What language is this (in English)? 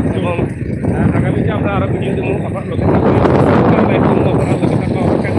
Sylheti